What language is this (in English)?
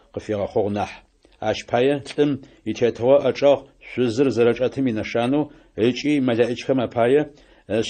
Adyghe